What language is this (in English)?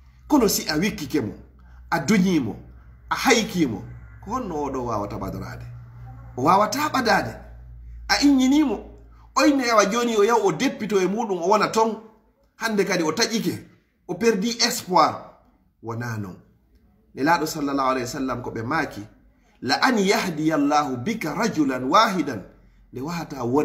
Fula